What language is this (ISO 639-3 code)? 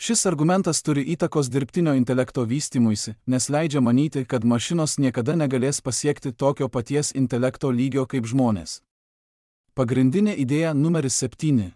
lit